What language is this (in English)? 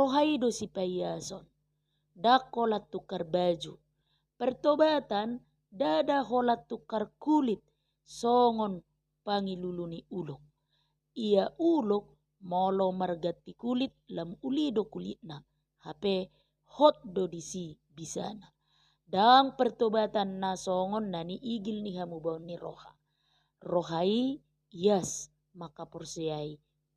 Batak Toba